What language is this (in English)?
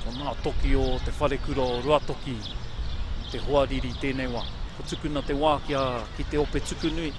Māori